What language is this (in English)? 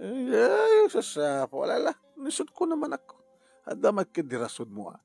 Iloko